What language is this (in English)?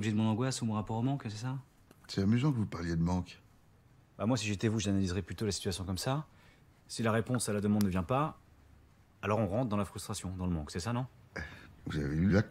French